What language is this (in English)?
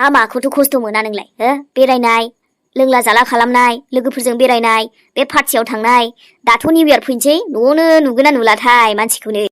Bodo